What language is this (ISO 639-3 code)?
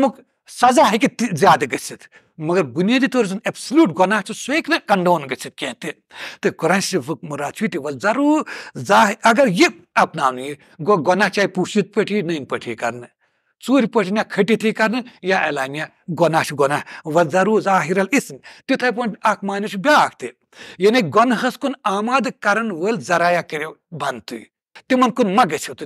kas